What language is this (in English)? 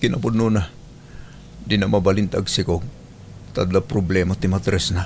Iloko